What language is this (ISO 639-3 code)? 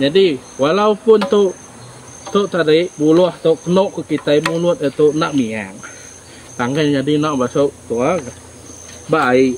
iba